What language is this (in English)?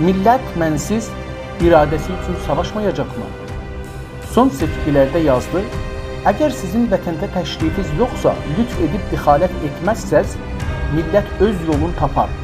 South Azerbaijani